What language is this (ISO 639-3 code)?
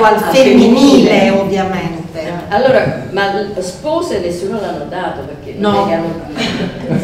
ita